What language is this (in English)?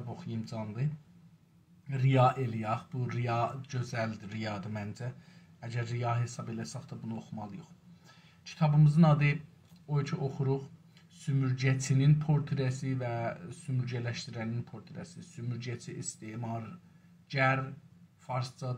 South Azerbaijani